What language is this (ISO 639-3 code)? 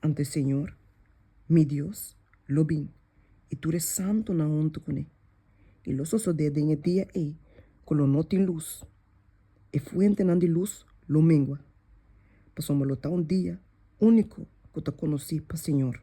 pap